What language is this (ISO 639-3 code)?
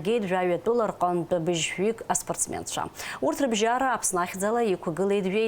abk